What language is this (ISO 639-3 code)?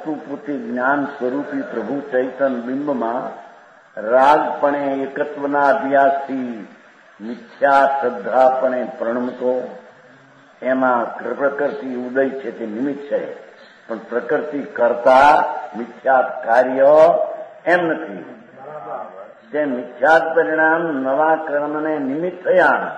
guj